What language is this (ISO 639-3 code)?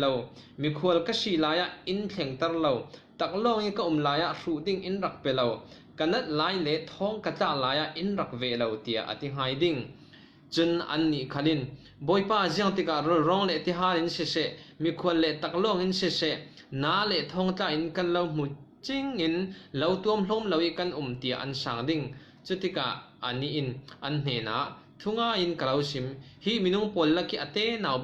cfm